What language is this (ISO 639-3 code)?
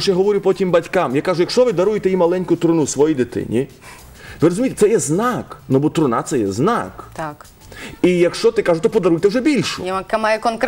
ukr